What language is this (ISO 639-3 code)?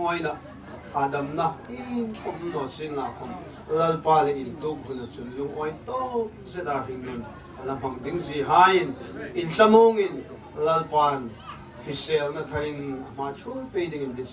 hmr